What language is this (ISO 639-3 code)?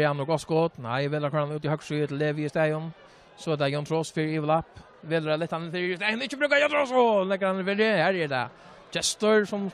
fao